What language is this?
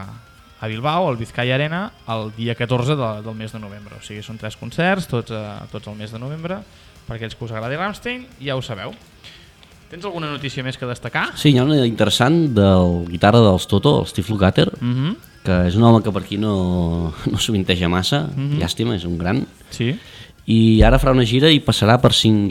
Catalan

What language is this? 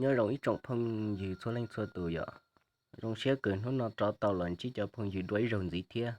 Hmong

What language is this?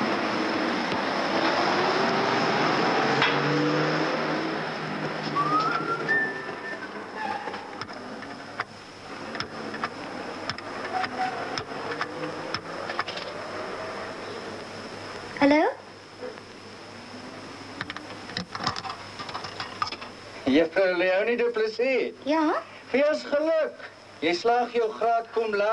Afrikaans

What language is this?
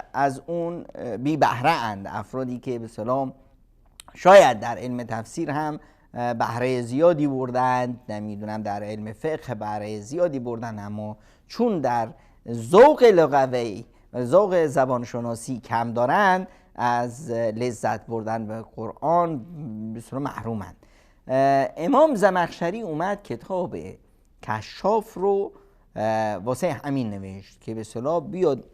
Persian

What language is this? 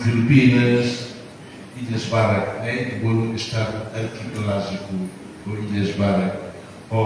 Tetum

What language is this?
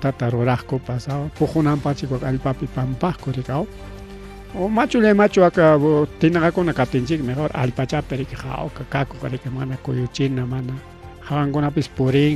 Ayacucho Quechua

